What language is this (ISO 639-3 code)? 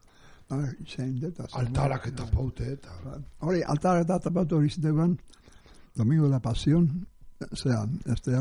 eus